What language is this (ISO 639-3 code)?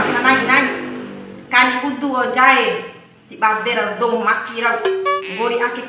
bhp